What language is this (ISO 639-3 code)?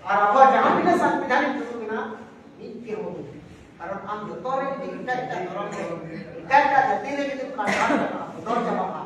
sat